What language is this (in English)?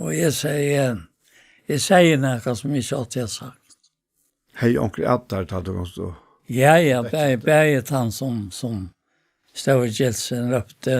Faroese